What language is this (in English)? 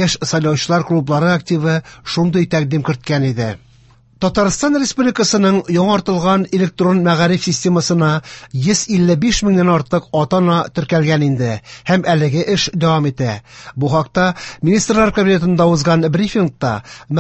Tatar